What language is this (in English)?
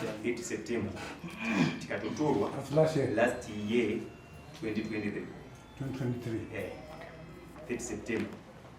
Shona